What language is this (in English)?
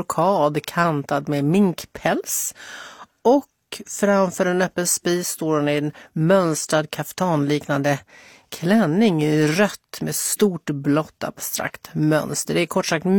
Swedish